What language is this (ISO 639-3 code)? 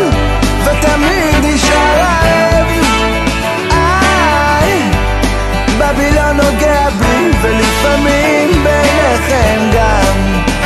heb